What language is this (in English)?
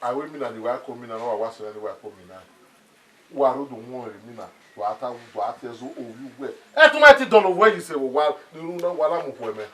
Bini